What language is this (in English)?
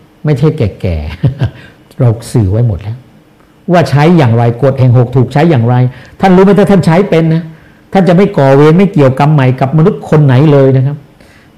Thai